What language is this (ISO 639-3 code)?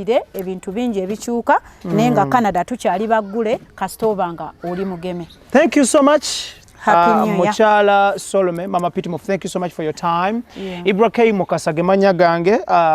lug